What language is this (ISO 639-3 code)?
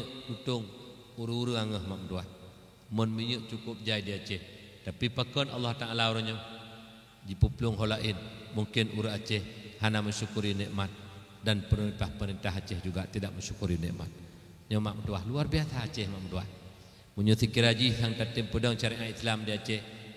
ace